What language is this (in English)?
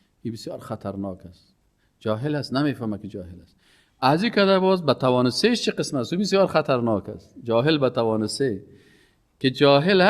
Persian